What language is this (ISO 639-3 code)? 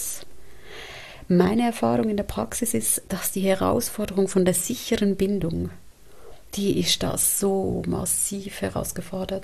deu